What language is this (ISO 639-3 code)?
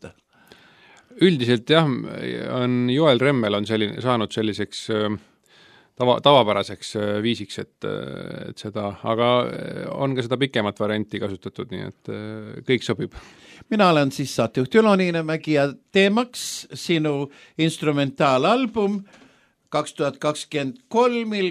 est